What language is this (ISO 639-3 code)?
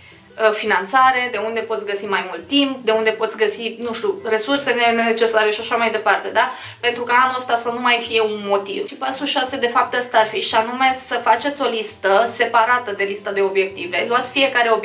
ron